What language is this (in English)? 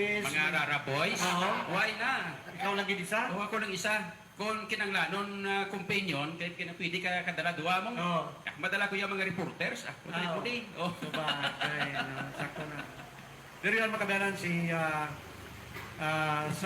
Hiligaynon